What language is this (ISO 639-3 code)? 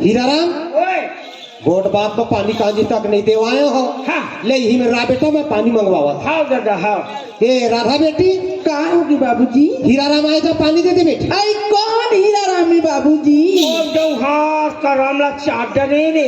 hne